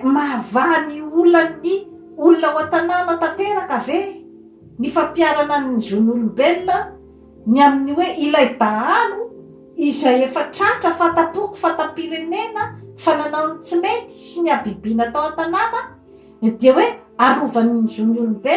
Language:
Malagasy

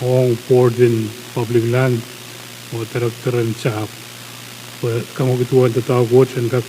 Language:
Pohnpeian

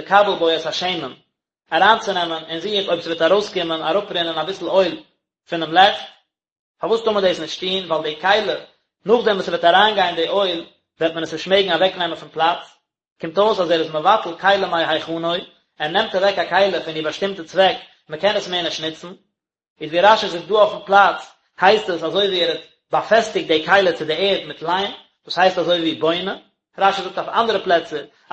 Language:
Yiddish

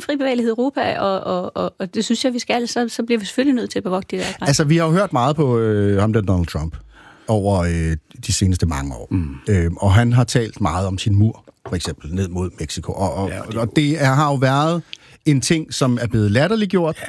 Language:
Danish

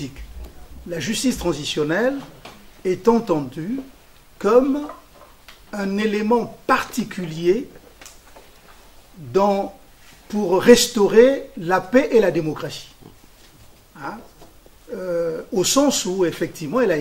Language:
French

